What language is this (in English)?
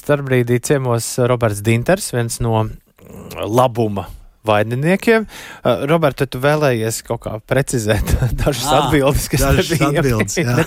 Latvian